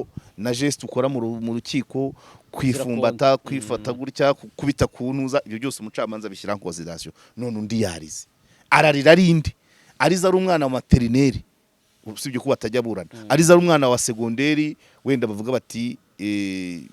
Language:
Kinyarwanda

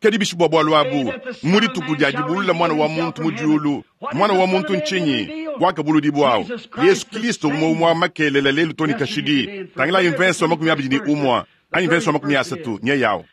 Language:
Luba-Lulua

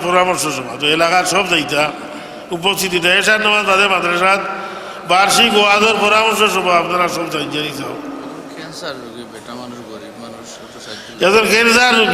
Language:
Sylheti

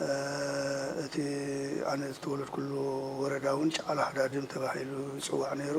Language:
Tigrinya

